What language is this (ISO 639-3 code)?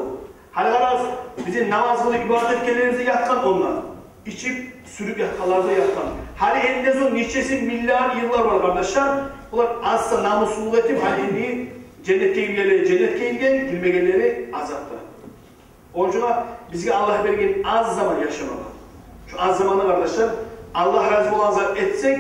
kum